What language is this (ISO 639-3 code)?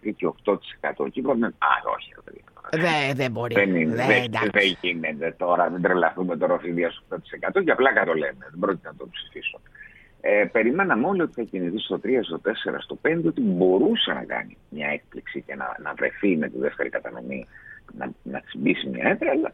ell